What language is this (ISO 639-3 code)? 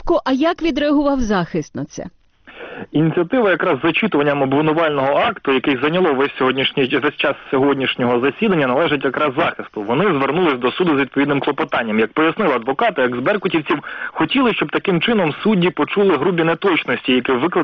ukr